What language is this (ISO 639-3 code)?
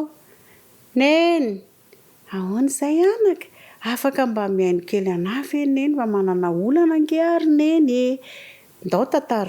mlg